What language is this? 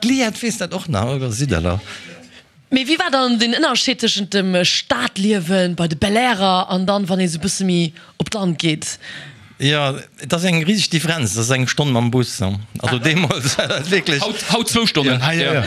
Luxembourgish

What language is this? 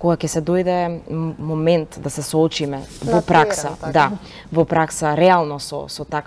Macedonian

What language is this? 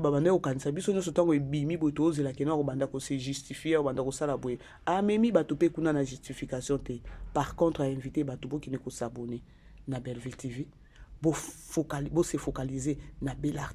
Lingala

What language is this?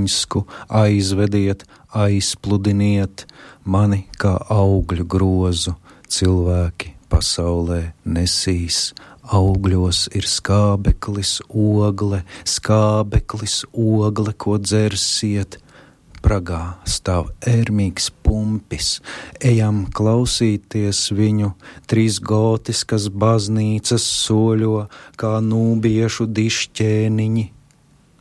Latvian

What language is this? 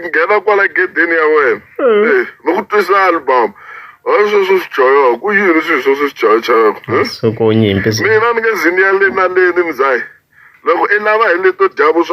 Tsonga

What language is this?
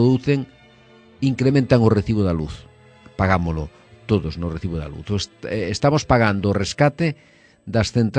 Galician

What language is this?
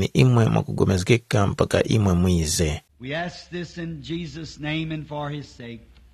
Tumbuka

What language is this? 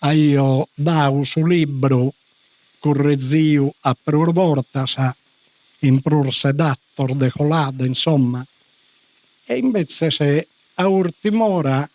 Sardinian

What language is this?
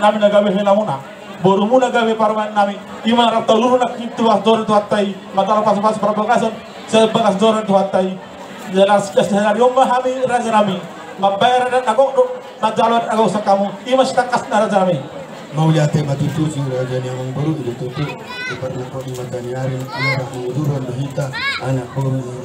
Batak Toba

